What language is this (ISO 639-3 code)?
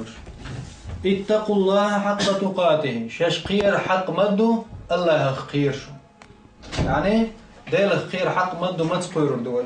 che